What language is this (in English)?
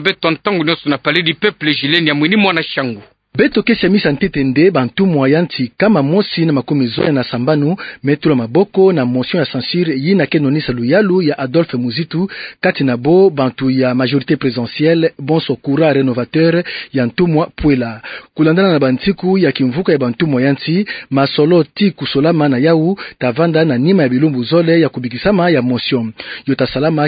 Kituba (Democratic Republic of Congo)